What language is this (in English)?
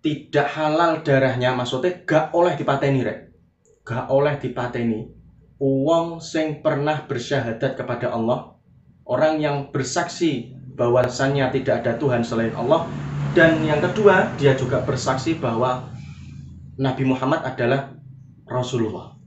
Javanese